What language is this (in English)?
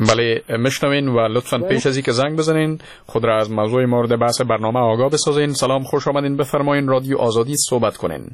Persian